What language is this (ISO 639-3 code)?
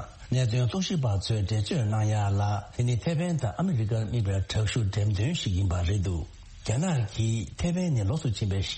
bod